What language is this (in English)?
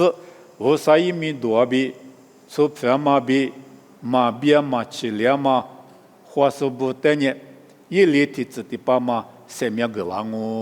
Lisu